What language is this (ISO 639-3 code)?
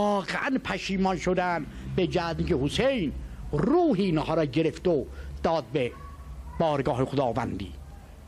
fas